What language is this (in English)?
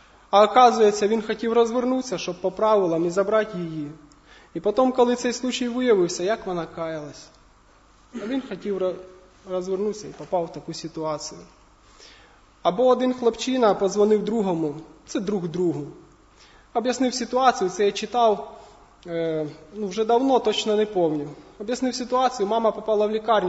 Ukrainian